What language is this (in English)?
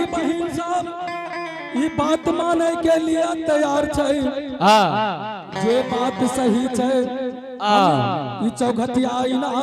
Angika